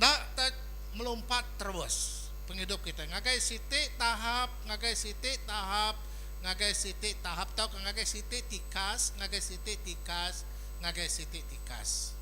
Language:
Iban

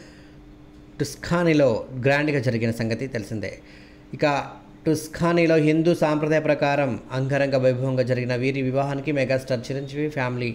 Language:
Telugu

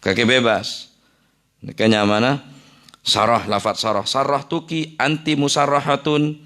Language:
Madurese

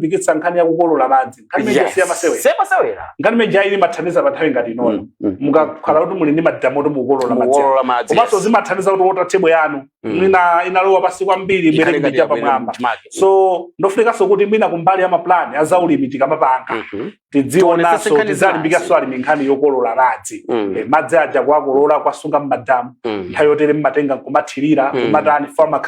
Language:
Nyanja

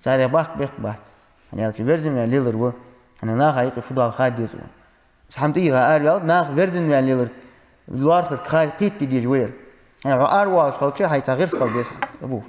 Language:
Ingush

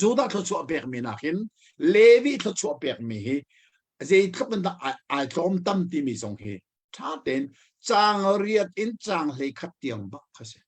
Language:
Hakha Chin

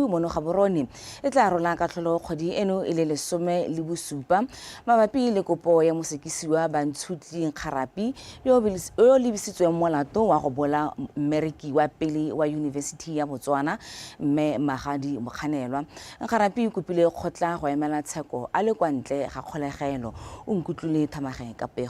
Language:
Tswana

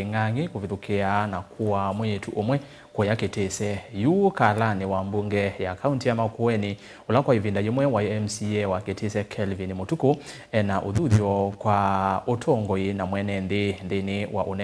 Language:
Kamba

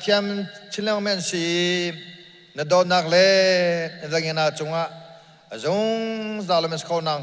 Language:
Hakha Chin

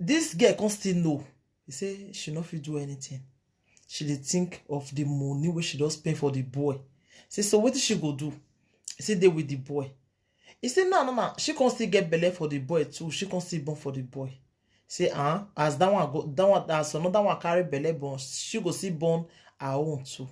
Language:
Nigerian Pidgin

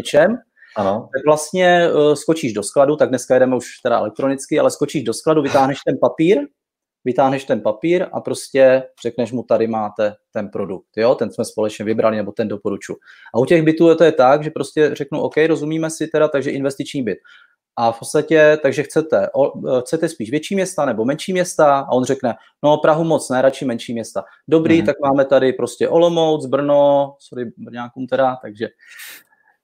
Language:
Czech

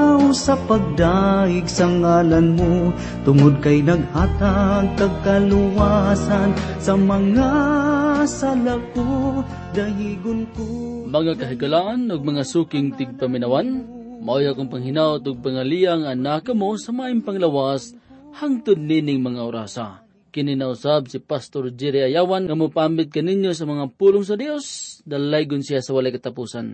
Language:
Cebuano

